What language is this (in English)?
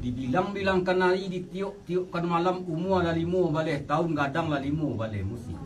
Minangkabau